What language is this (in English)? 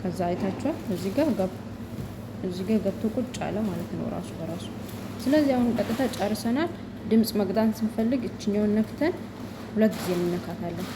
Amharic